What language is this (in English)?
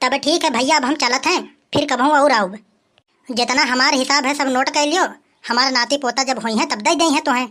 Awadhi